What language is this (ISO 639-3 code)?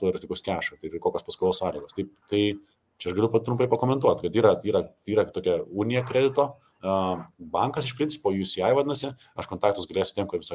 lit